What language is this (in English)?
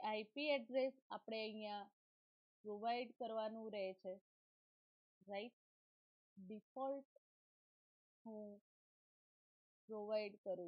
Gujarati